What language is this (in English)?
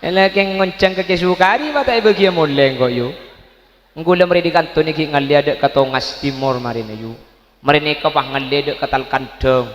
Madurese